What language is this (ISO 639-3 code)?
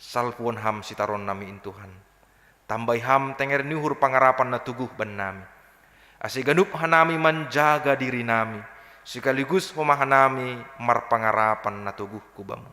bts